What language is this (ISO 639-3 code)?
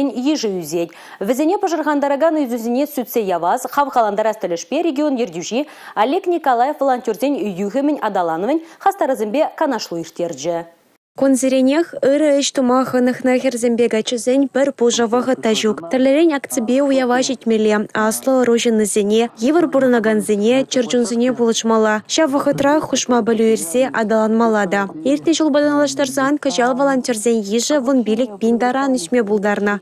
chv